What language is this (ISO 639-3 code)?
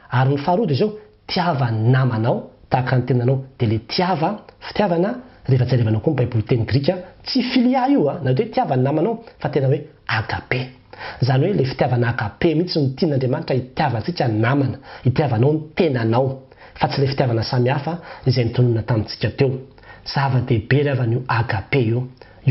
mlg